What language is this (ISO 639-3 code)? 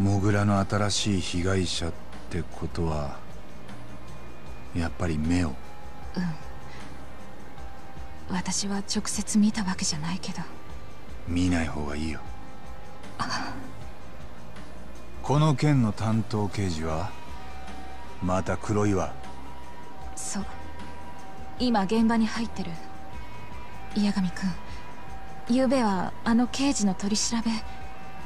jpn